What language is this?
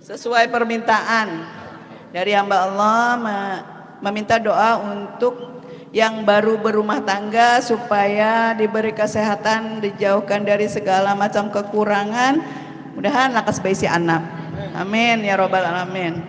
Banjar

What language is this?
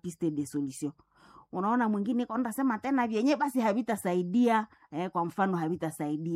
Swahili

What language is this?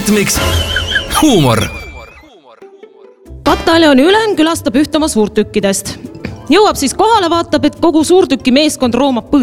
Estonian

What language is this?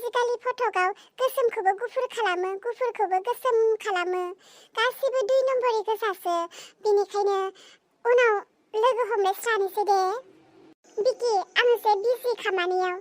Bodo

